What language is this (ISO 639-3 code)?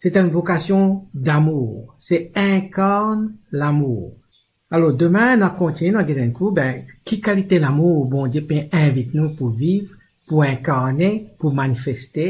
mfe